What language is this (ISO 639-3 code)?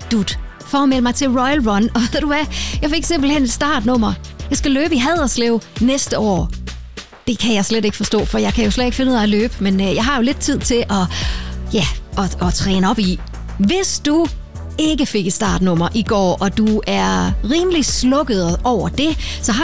dan